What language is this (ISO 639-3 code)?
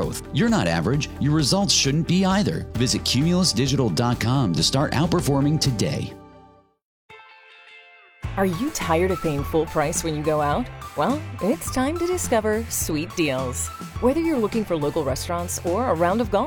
eng